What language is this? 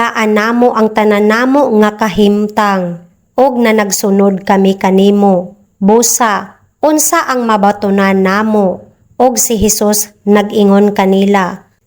Cebuano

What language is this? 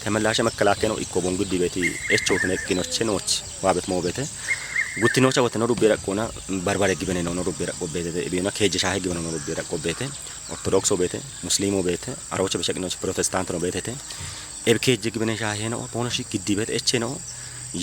Kafa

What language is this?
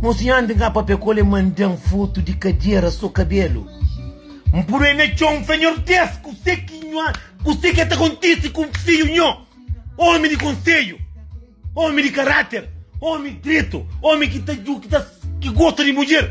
Kabuverdianu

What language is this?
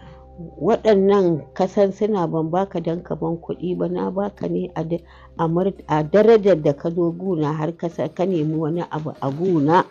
Hausa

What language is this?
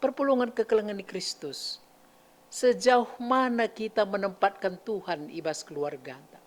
Batak Karo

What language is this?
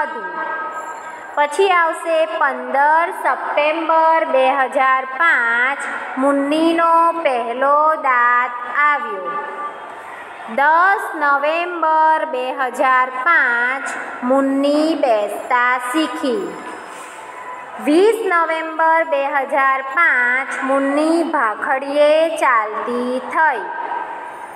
Gujarati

